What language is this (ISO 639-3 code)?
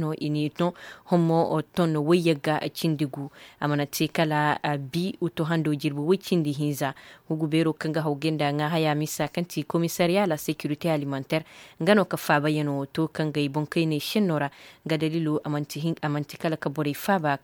ses